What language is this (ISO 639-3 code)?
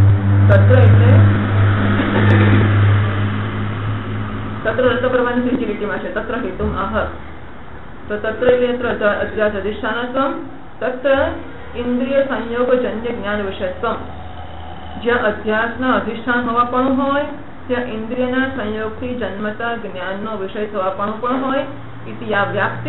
guj